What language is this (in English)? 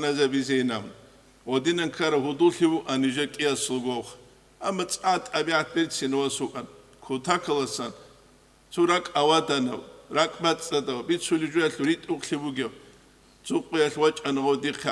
Avaric